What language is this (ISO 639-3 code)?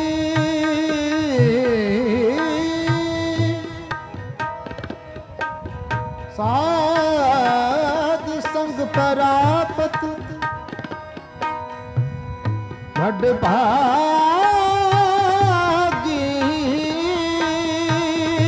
pan